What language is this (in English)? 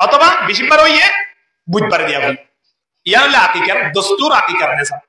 Rohingya